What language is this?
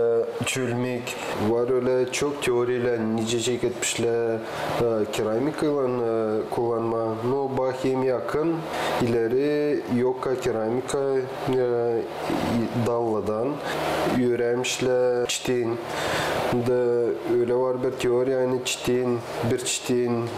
Gagauz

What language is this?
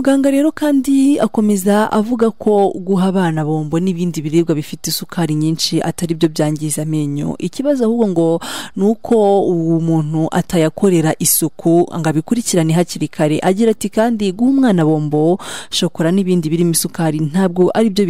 Kinyarwanda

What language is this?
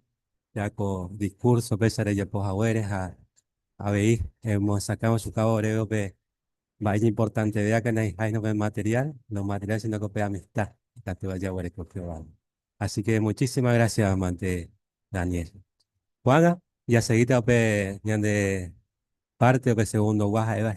Guarani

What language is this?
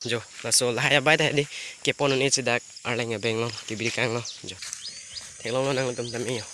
Karbi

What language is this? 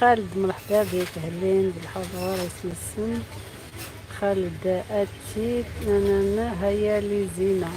Algerian Arabic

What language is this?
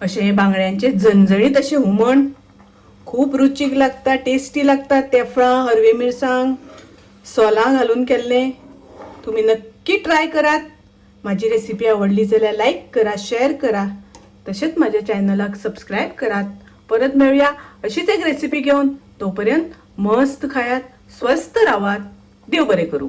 Konkani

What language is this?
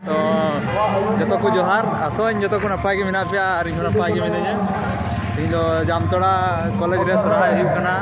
Santali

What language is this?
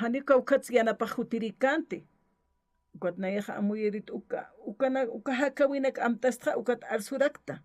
Aymara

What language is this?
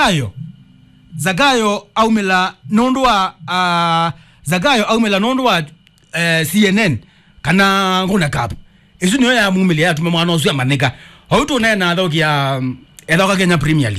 Kamba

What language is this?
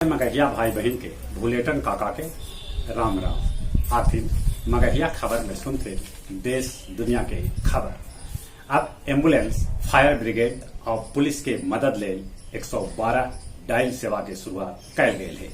Magahi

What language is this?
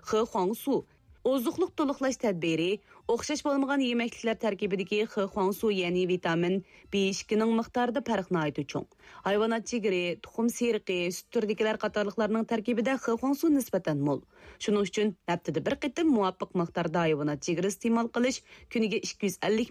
Uyghur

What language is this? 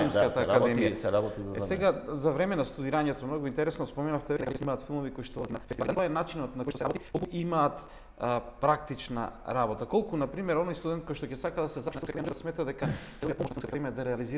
Macedonian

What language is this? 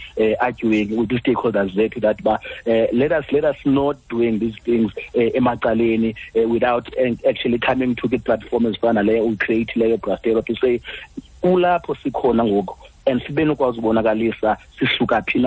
Xhosa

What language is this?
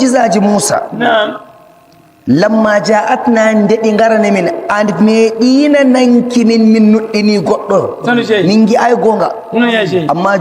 Nigerian Fulfulde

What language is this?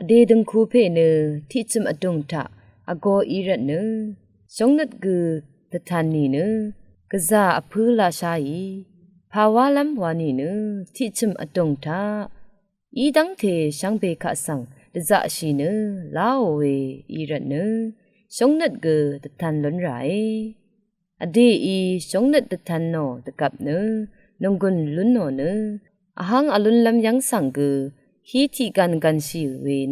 Rawang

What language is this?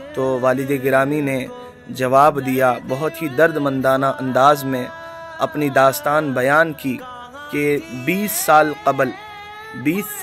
Urdu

